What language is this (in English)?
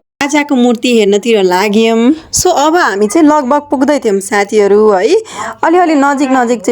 Nepali